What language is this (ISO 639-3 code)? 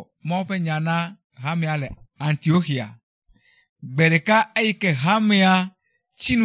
ewe